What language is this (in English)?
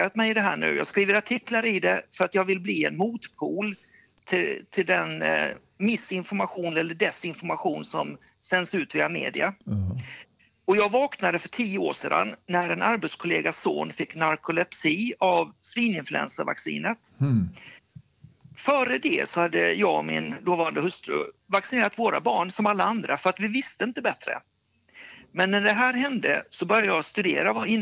Swedish